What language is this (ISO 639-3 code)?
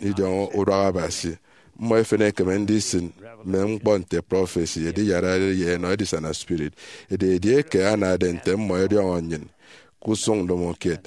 efi